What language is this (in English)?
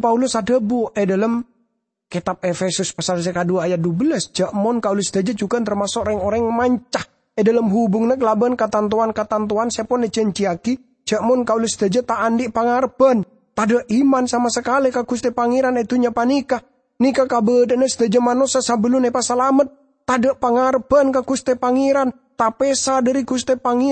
Madurese